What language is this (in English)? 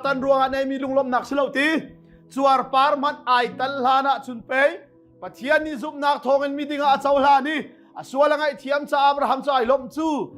Hakha Chin